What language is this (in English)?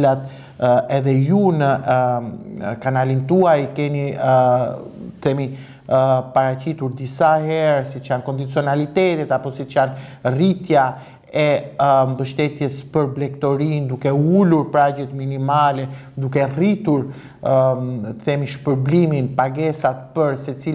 Albanian